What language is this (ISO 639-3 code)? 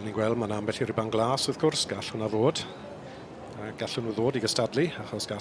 cym